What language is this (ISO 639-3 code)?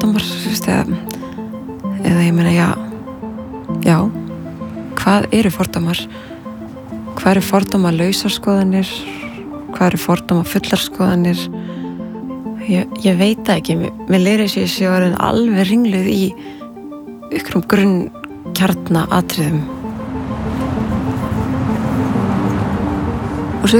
isl